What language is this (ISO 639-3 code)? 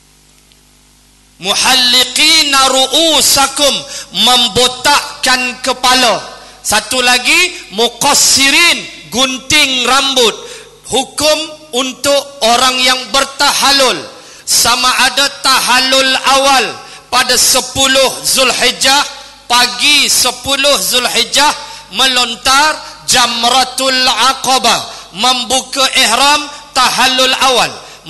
msa